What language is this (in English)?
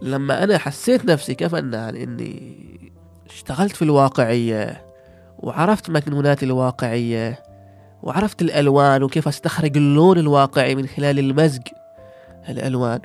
Gulf Arabic